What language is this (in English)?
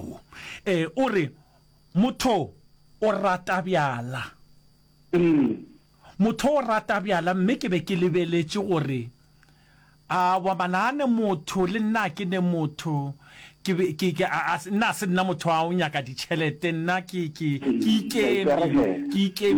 Northern Sotho